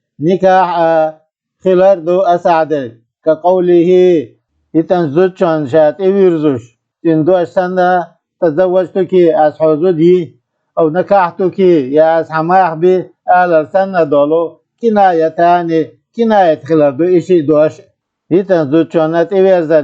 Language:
Chechen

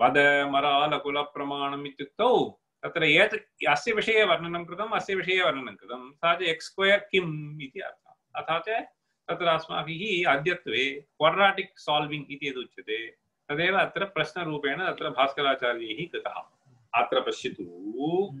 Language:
Sanskrit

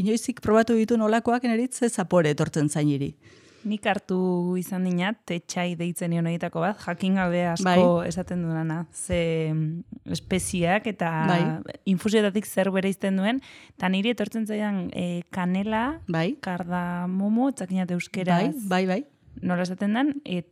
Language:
Basque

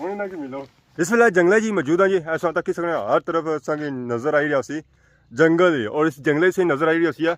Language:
Pahari-Potwari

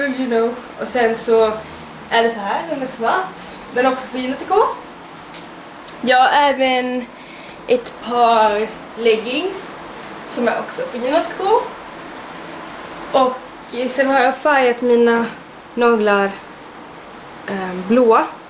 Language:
Swedish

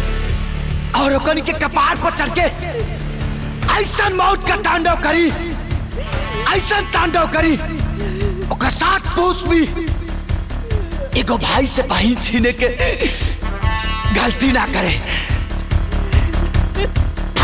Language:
Bhojpuri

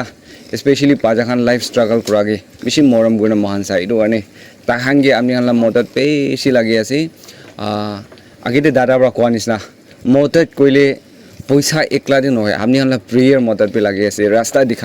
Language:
Naga Pidgin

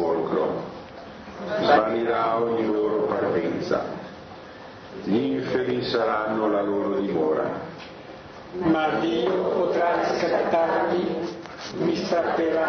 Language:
Italian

